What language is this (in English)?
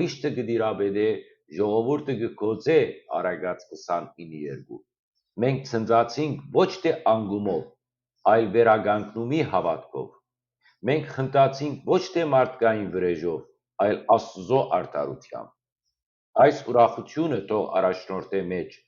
Western Armenian